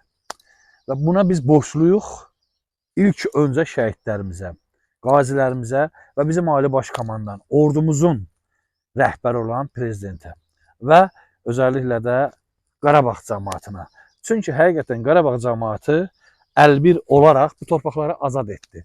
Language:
Azerbaijani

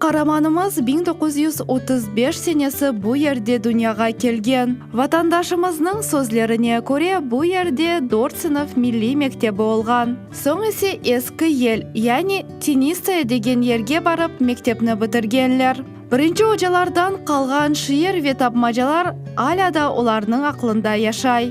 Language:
Crimean Tatar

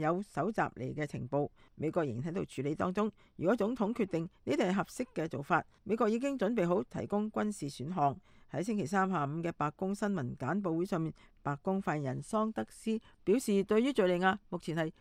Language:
Cantonese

